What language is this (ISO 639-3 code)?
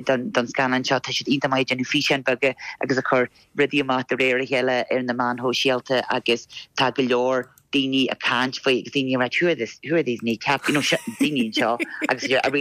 gle